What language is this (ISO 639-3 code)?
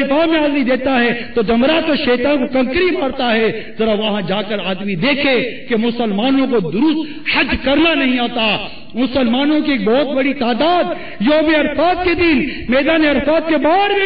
urd